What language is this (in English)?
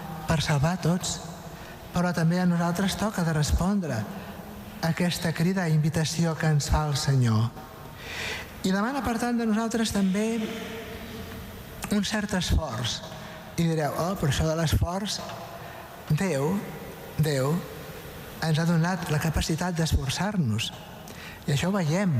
Catalan